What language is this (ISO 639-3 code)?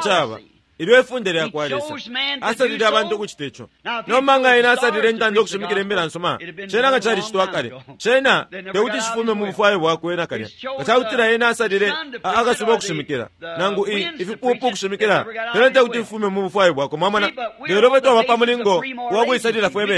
bem